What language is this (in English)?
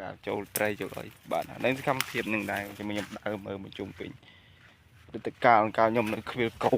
Khmer